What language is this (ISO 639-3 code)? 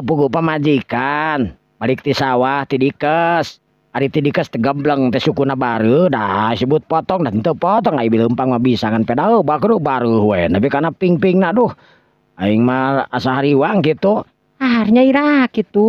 sun